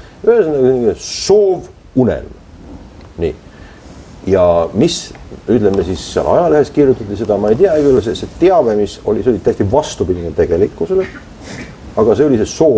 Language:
Estonian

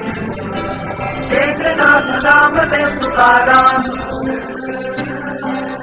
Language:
Marathi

